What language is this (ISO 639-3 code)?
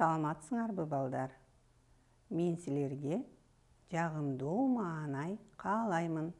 kir